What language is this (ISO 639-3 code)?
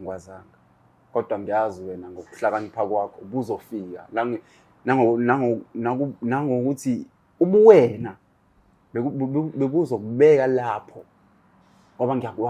zul